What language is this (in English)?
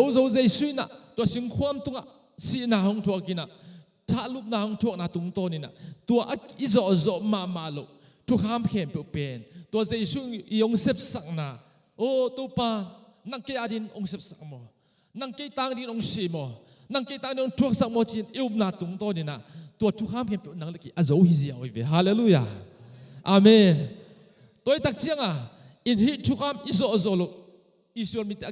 Tedim Chin